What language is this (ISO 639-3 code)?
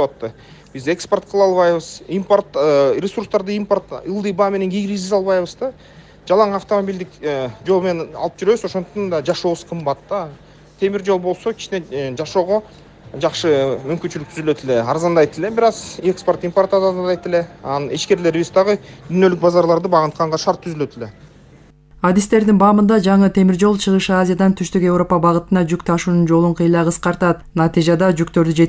kir